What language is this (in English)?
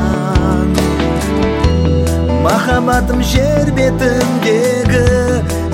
Kazakh